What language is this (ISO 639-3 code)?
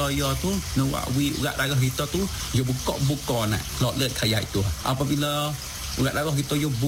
msa